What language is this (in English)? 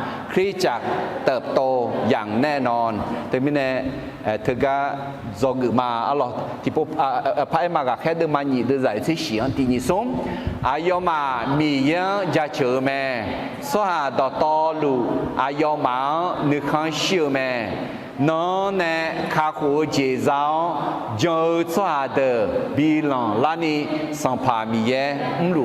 Akha